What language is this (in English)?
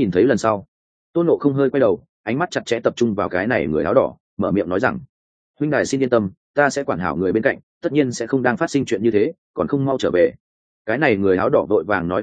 Vietnamese